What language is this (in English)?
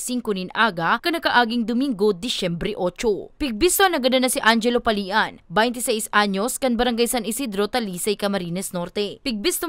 Bikol